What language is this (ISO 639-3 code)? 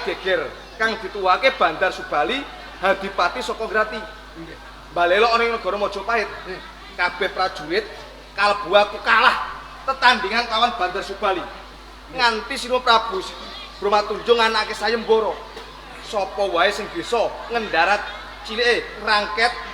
jav